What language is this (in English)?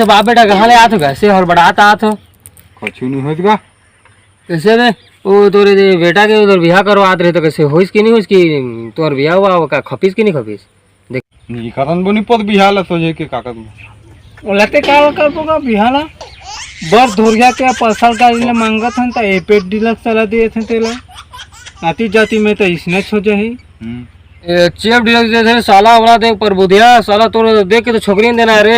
Chhattisgarhi